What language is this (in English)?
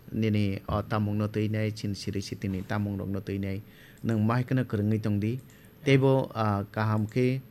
Kok Borok